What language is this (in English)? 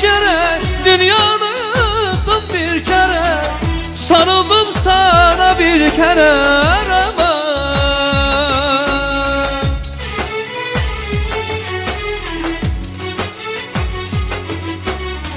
Turkish